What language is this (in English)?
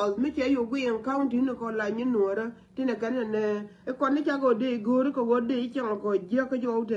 Nuer